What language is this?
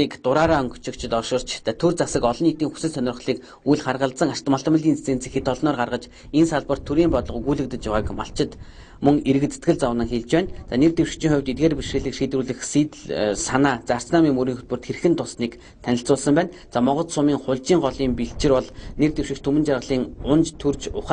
Mongolian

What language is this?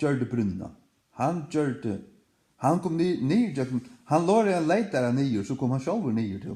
Faroese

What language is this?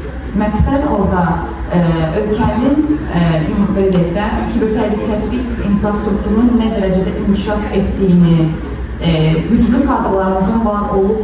Azerbaijani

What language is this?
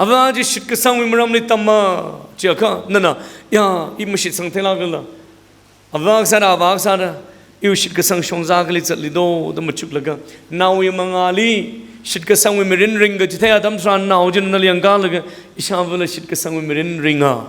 Tangkhul Naga (India)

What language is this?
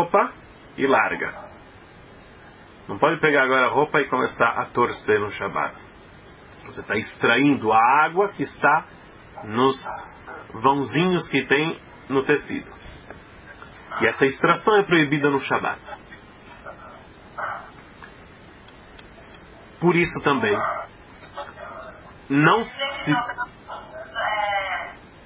Portuguese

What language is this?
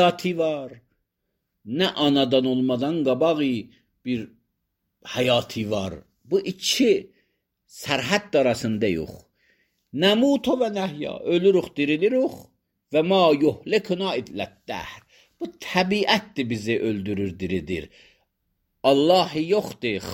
Azerbaijani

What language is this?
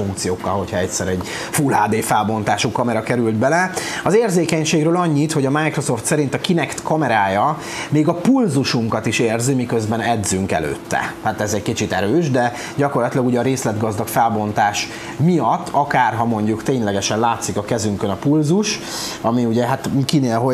Hungarian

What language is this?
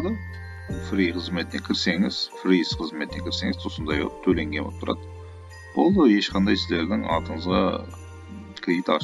Kara-Kalpak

